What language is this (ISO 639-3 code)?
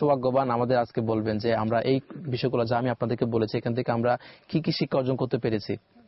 ben